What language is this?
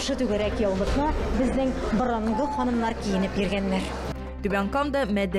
Tatar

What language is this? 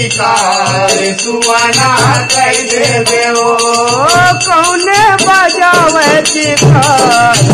Chhattisgarhi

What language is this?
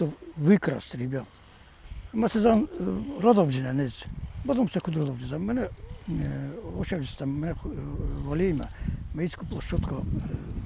Ossetic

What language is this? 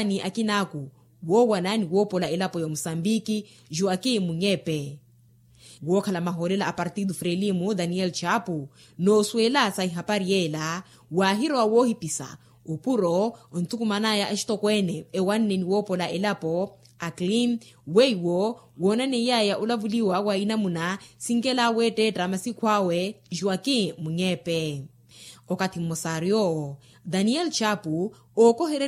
Makhuwa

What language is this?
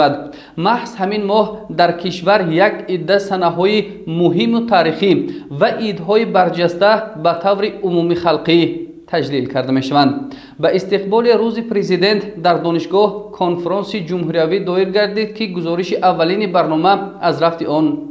Tajik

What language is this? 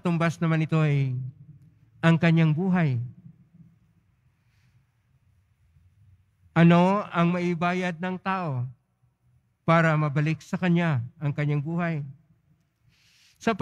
Filipino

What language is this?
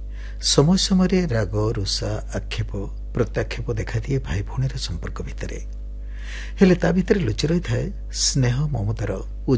Odia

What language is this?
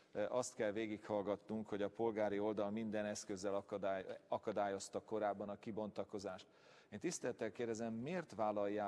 Hungarian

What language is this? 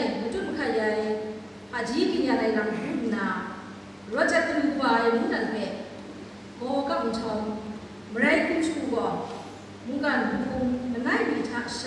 Kachin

